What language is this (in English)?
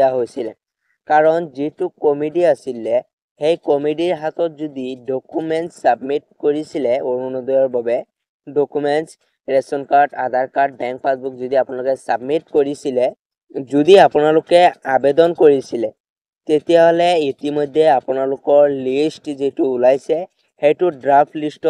Assamese